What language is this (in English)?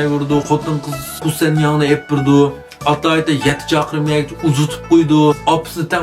Uyghur